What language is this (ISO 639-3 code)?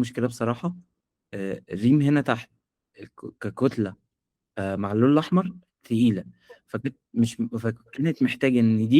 arz